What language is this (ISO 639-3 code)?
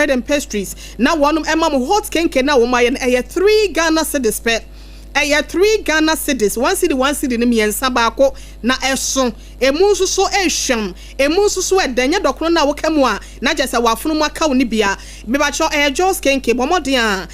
aka